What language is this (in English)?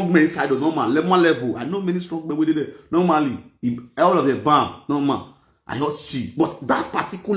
Nigerian Pidgin